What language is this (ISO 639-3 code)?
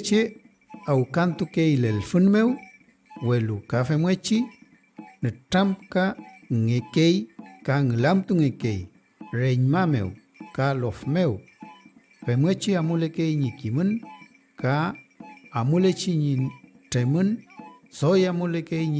arn